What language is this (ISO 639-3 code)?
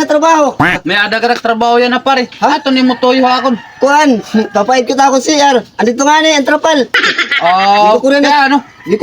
war